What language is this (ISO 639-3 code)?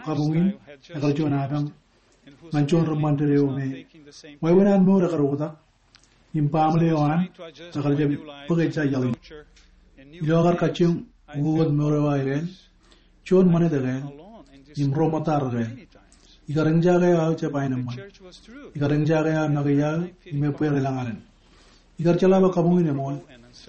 mah